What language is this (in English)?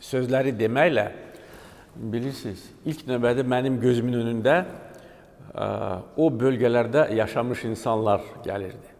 Azerbaijani